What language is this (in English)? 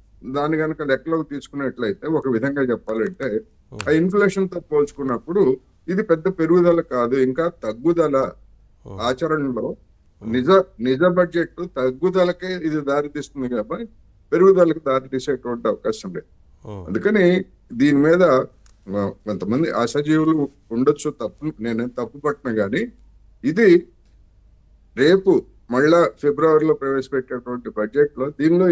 Telugu